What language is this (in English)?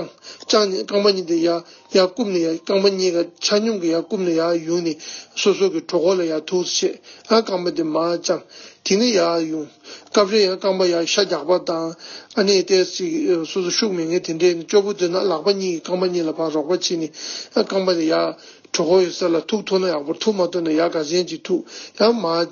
Tibetan